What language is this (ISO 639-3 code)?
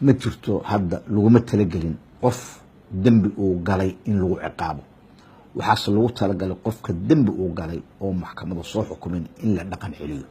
som